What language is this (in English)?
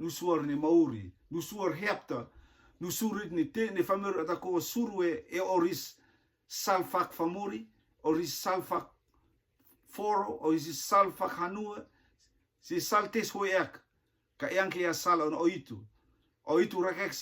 Rotuman